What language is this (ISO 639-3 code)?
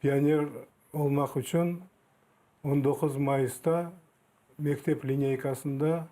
crh